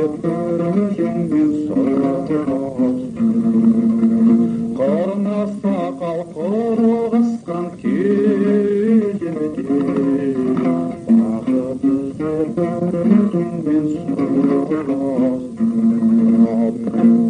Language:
Kazakh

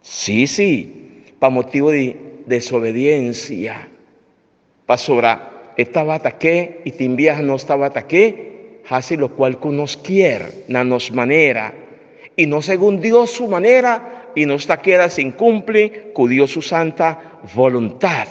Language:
Papiamento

